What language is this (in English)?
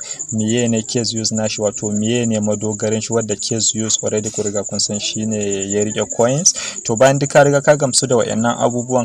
Hausa